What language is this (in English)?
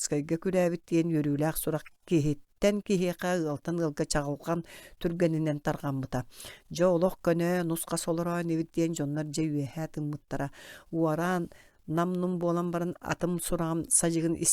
Yakut